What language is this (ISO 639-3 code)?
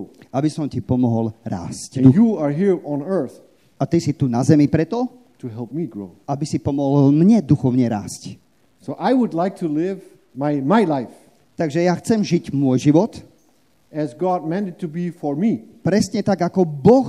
slk